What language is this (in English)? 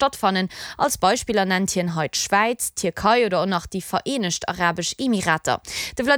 Luxembourgish